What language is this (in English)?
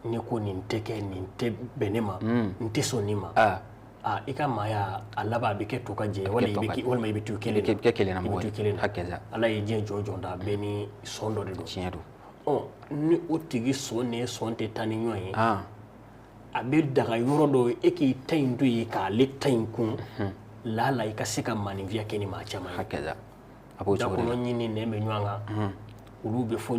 Bambara